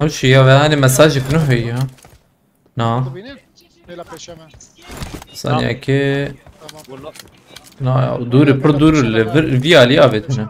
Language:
Kurdish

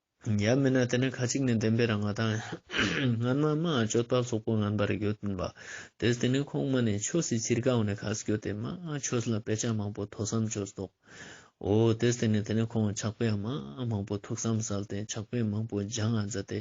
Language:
Ladakhi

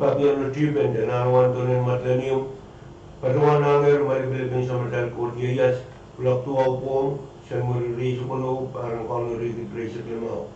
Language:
Pohnpeian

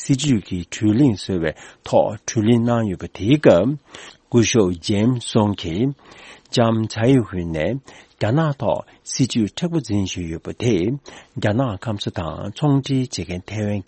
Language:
Tibetan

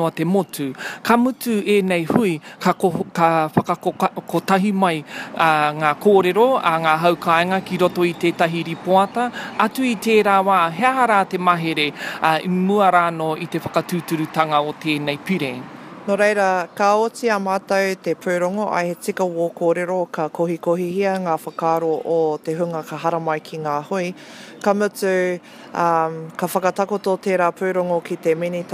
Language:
Māori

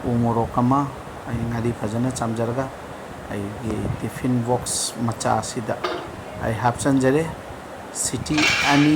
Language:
Manipuri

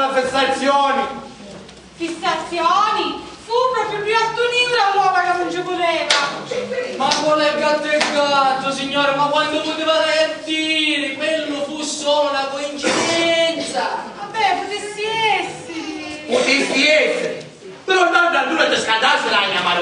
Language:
Sicilian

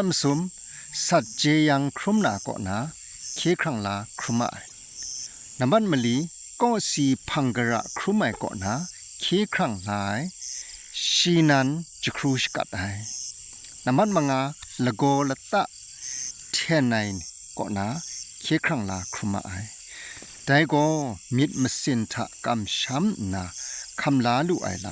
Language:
Kachin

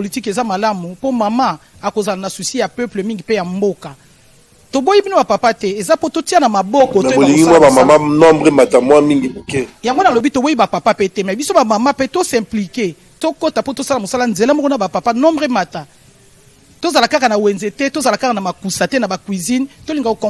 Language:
Lingala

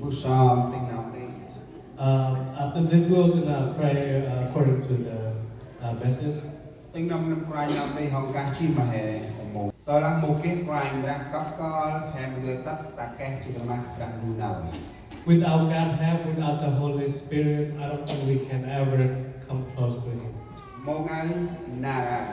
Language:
Central Mnong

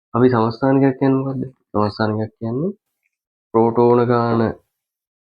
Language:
Sinhala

